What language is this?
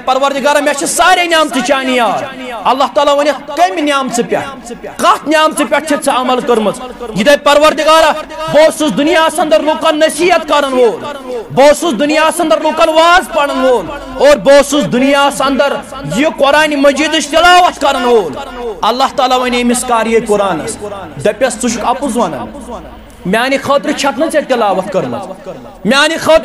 Kashmiri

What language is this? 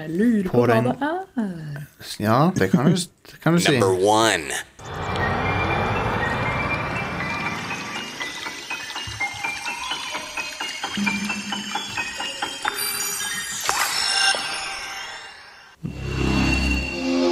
Norwegian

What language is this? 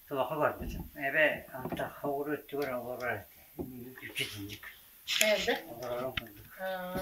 Yakut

